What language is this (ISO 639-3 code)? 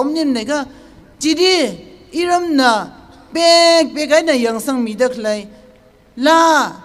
nmf